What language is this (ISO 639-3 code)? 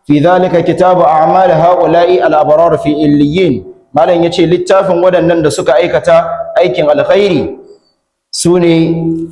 hau